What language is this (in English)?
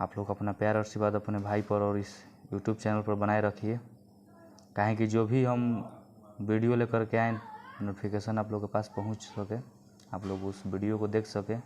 Bhojpuri